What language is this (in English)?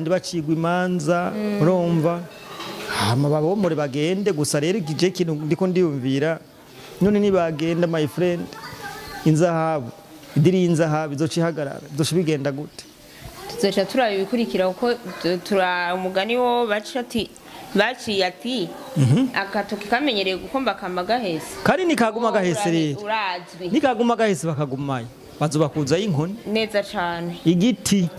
Rundi